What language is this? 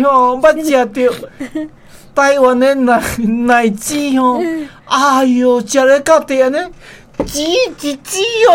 Min Nan Chinese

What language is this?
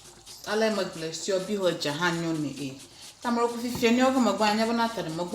Ewe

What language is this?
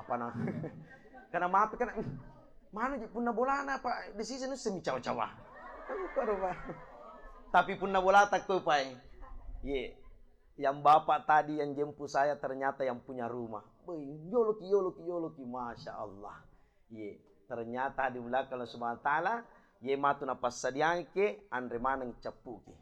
Buginese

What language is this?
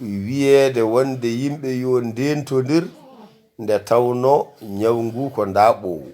Fula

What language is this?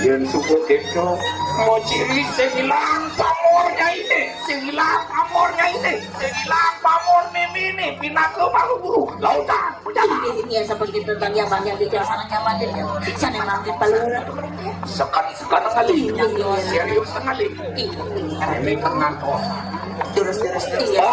Balinese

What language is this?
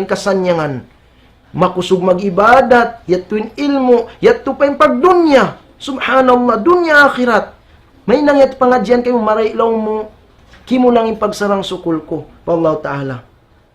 Tausug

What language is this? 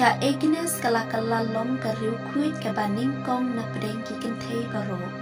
Khasi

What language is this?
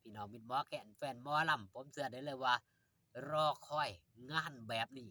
Northeastern Thai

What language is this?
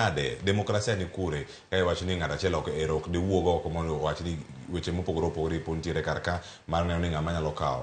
Luo (Kenya and Tanzania)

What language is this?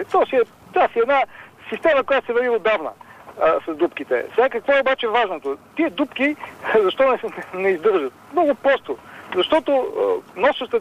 Bulgarian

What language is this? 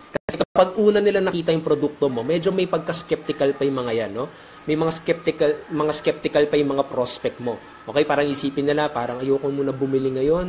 Filipino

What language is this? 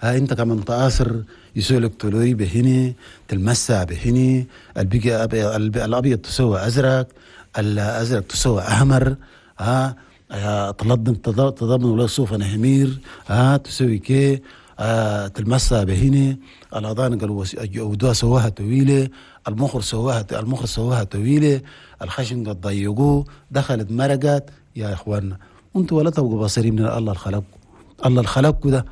Chadian Arabic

